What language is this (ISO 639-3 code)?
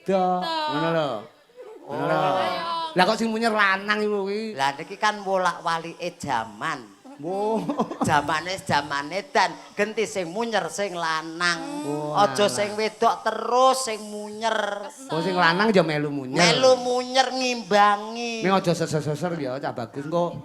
jav